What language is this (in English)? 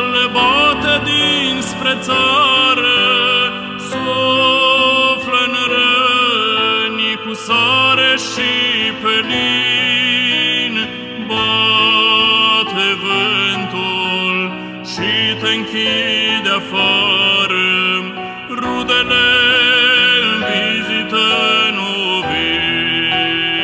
Romanian